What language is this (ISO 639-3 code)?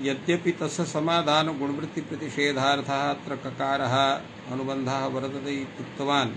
san